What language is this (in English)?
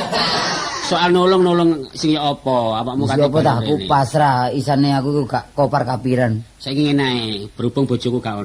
Javanese